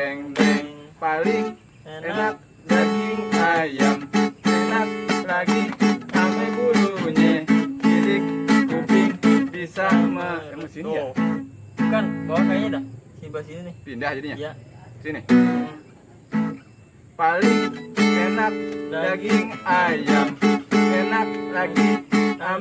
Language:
Betawi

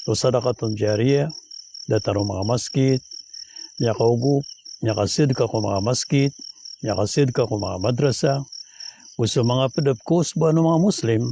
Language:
Maranao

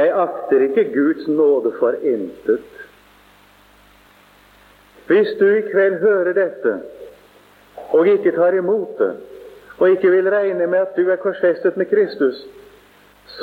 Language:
Norwegian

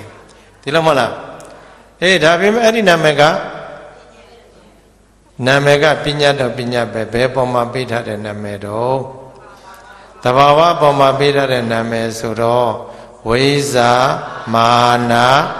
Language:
Burmese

